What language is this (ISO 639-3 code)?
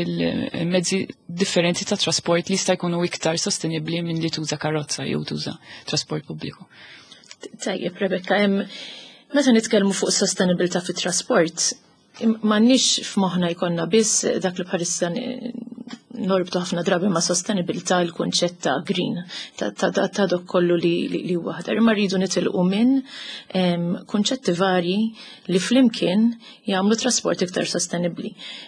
mlt